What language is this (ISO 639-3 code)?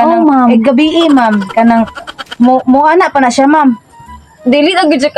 ceb